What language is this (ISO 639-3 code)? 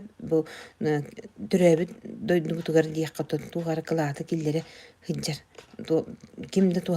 sah